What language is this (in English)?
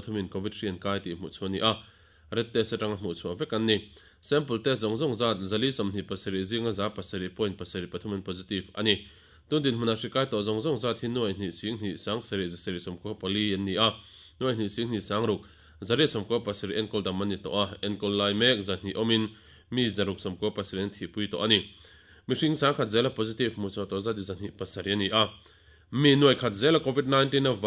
Mizo